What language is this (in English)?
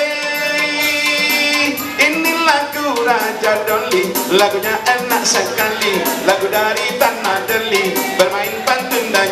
Minangkabau